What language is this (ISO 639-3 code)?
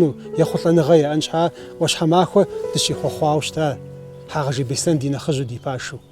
kbd